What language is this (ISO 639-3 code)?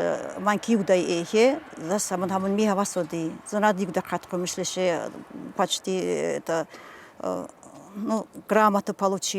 tkr